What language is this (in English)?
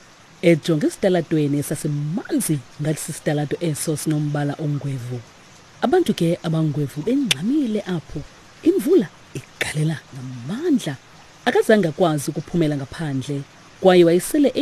Xhosa